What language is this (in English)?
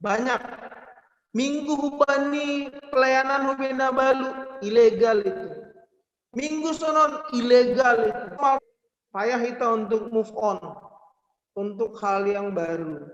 Batak Simalungun